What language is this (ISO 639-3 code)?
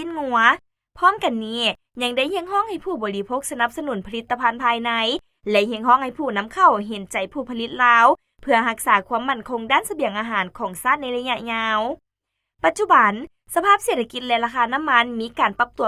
lao